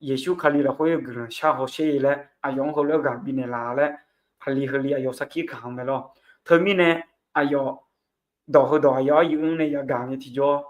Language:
Akha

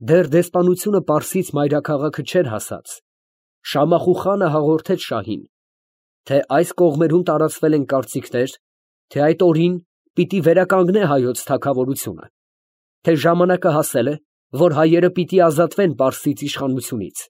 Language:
Armenian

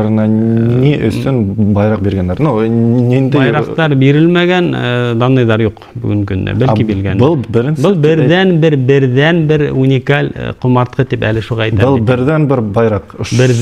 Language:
Bashkir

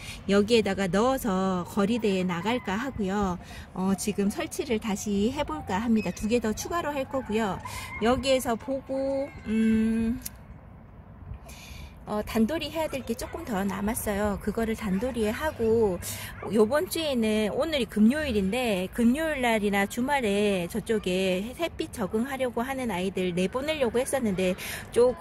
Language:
Korean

